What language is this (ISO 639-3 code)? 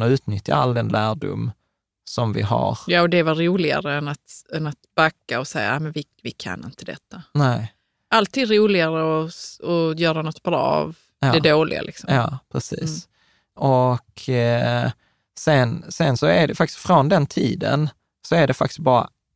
swe